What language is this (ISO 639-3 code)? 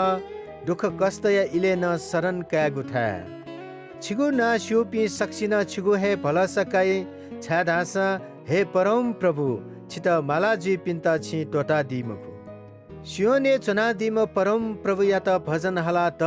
new